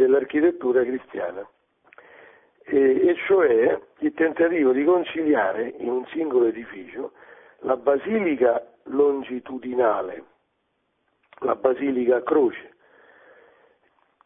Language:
Italian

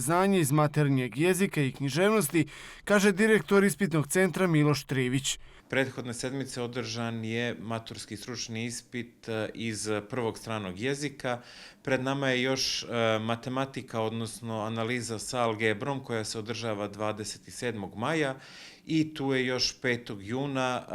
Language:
Bosnian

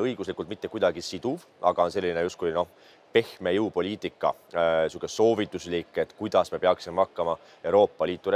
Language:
Estonian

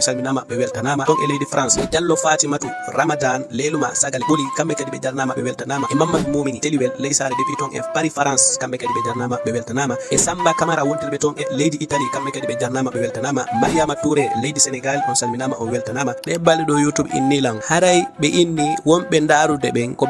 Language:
Fula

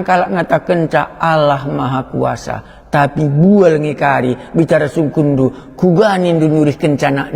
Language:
Batak Karo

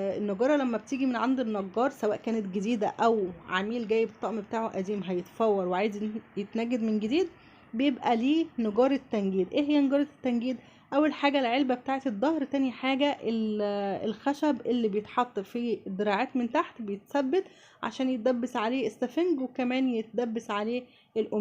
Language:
Egyptian Arabic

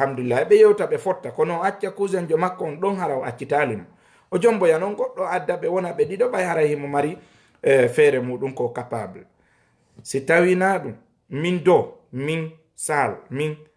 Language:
Fula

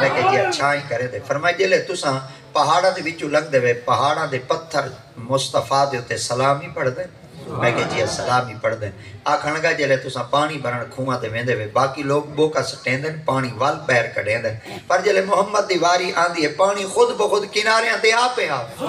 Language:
Saraiki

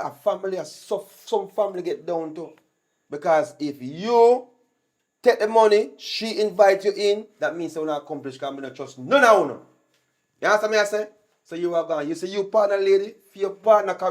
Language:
Jamaican Creole English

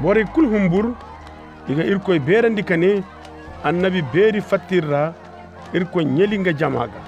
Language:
Koyraboro Senni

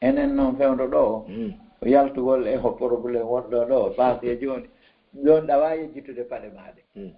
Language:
Fula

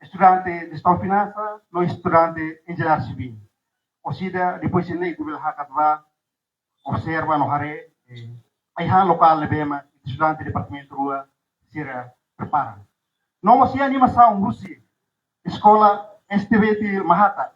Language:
Tetum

